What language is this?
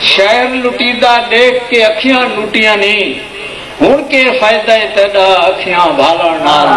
Saraiki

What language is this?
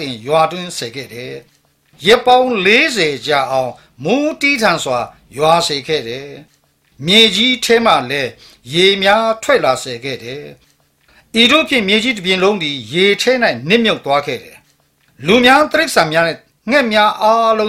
Burmese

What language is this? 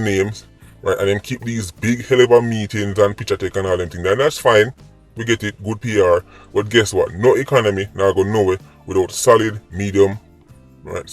Jamaican Creole English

